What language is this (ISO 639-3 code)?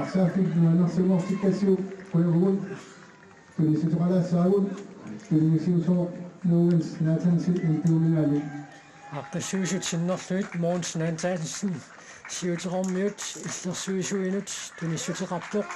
kal